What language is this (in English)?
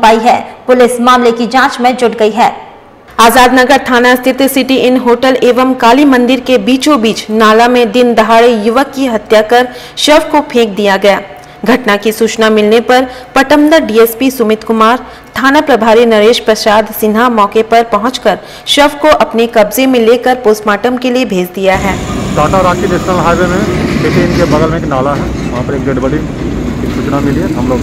Hindi